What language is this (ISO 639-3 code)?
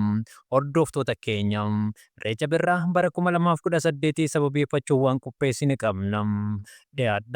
orm